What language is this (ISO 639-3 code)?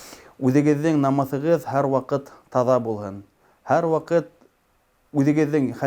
bak